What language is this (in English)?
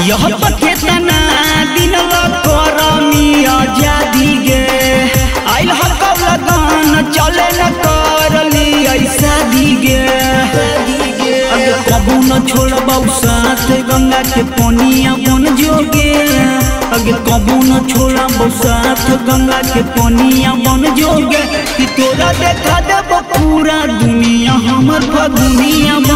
Magahi